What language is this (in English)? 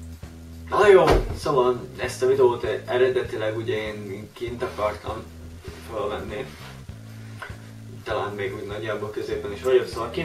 Hungarian